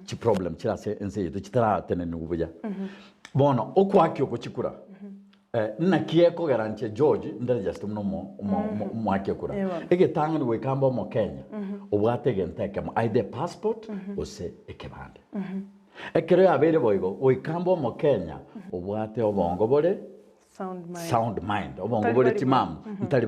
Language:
Gusii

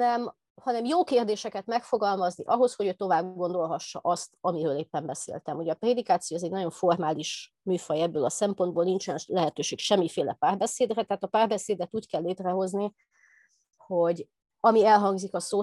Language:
Hungarian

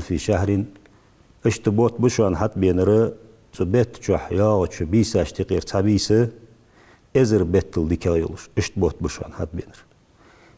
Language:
Ingush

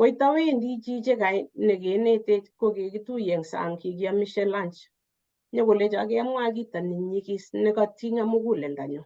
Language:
Kalenjin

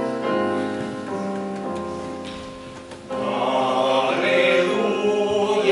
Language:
Bulgarian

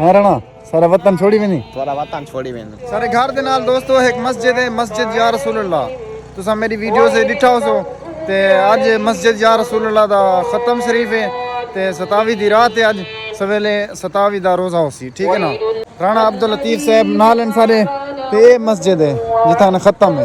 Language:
Saraiki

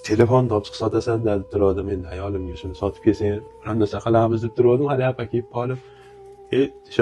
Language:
Uzbek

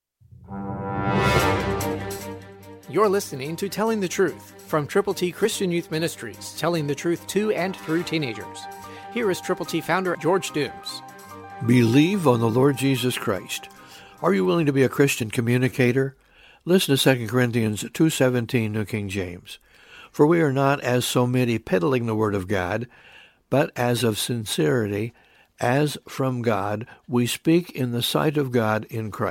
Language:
English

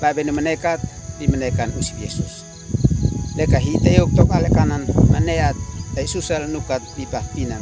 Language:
Uab Meto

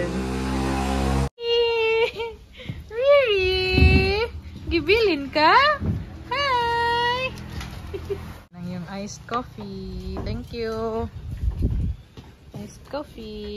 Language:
Filipino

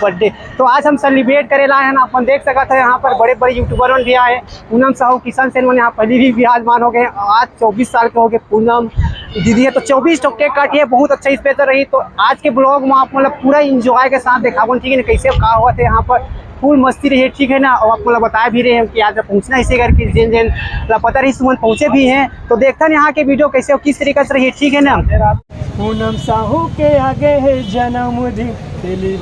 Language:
Chhattisgarhi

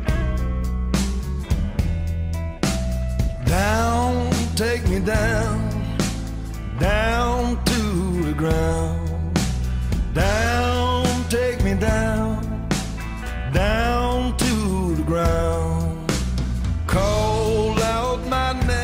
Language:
English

